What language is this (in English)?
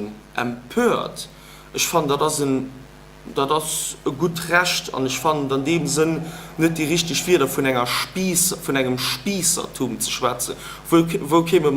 Luxembourgish